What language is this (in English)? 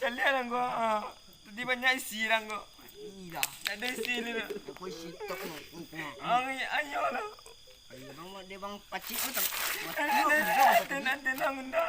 Minangkabau